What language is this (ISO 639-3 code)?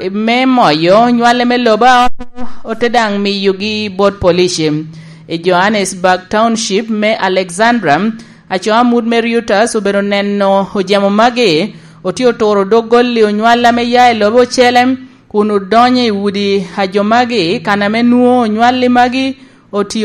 laj